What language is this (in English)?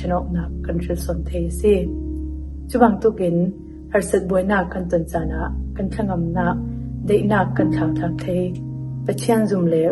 Falam Chin